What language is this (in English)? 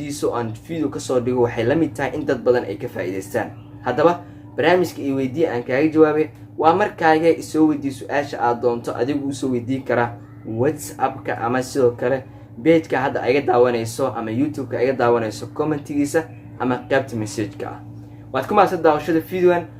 Somali